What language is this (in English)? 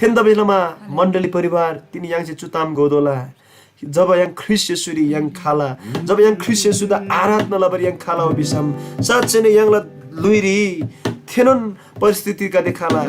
Eastern Tamang